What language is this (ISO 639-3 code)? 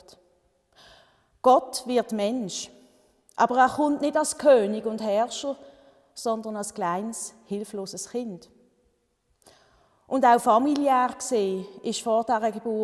deu